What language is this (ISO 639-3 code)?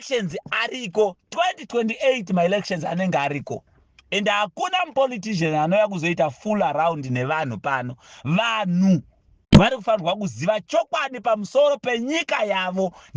sna